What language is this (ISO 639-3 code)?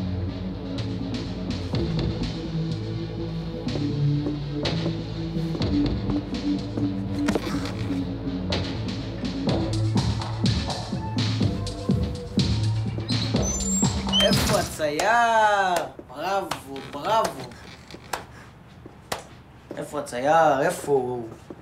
heb